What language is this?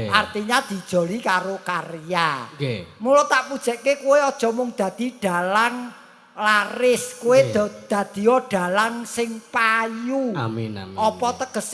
Javanese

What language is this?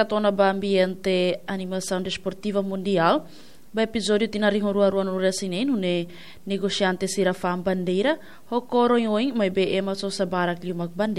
Tetum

